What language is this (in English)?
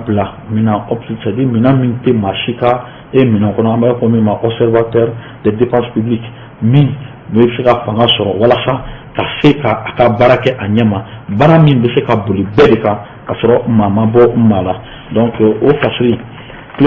Bambara